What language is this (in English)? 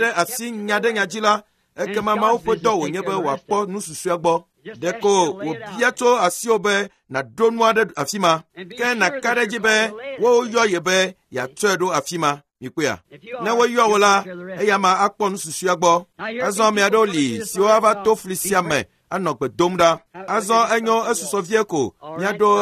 Ewe